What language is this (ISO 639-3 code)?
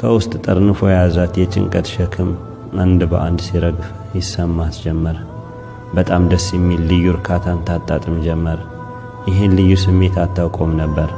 amh